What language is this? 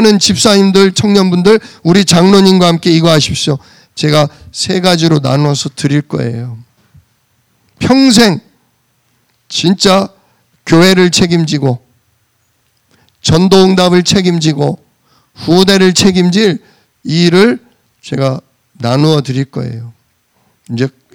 Korean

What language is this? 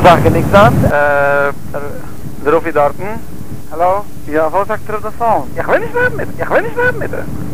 Yiddish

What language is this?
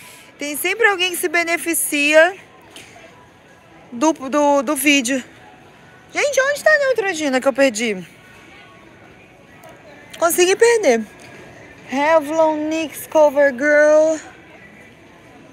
Portuguese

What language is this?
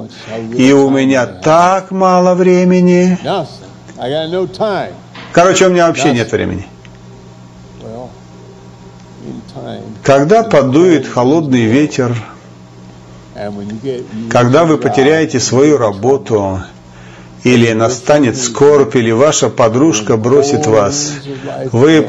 Russian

